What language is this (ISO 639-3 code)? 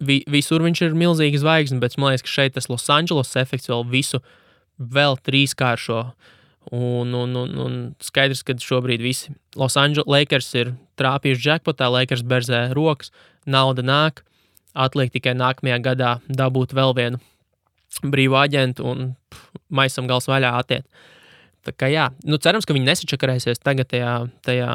lav